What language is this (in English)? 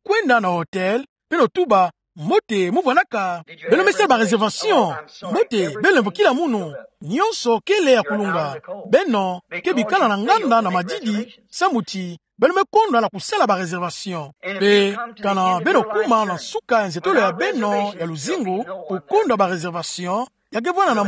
Kituba (Democratic Republic of Congo)